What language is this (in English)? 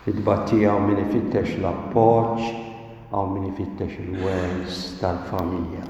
Maltese